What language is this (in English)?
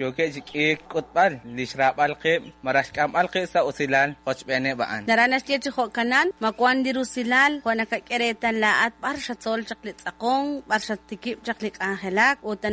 Kekchí